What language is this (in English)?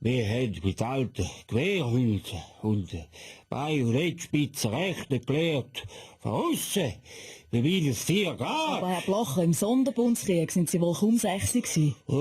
Swiss German